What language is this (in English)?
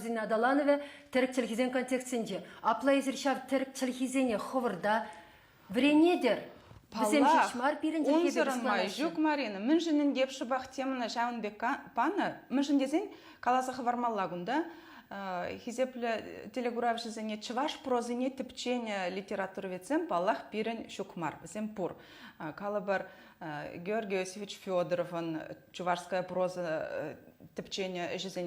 Chuvash